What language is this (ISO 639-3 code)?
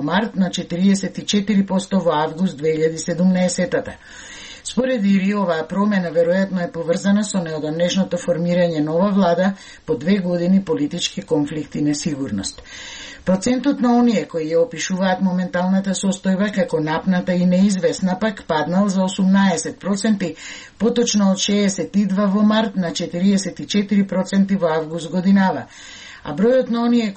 mkd